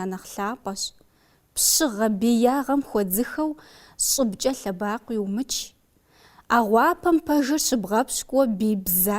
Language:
Kabardian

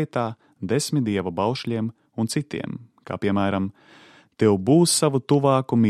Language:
Latvian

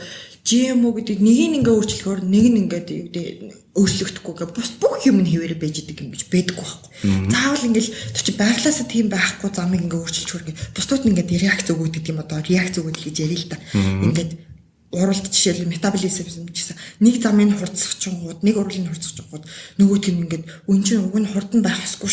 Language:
Mongolian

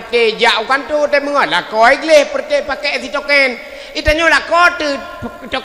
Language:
Achinese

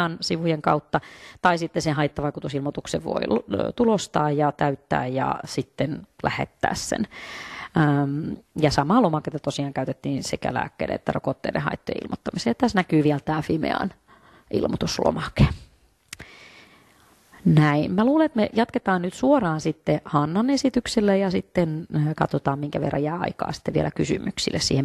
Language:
Finnish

